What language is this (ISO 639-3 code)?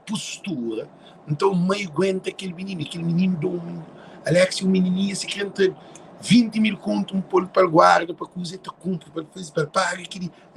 kea